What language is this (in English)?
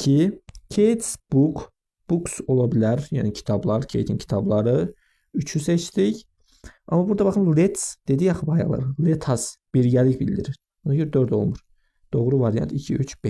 Azerbaijani